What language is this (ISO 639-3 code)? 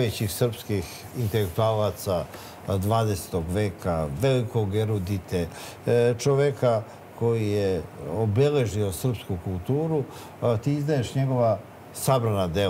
srp